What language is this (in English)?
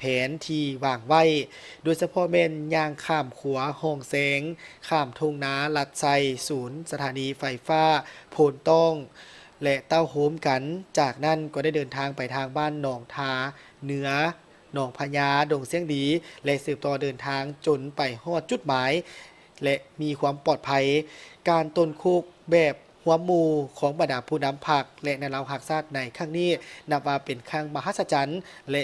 Lao